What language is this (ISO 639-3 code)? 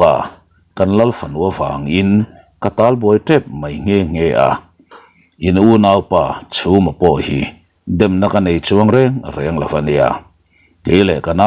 lus